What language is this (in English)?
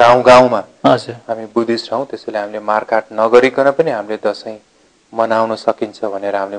Nepali